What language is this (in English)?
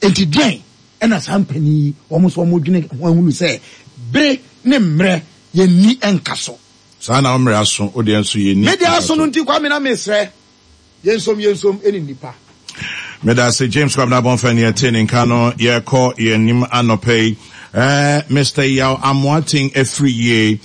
Akan